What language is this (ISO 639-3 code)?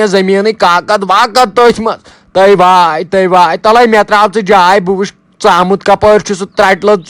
kas